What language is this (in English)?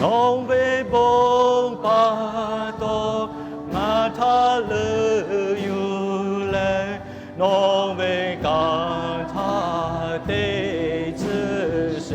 Lahu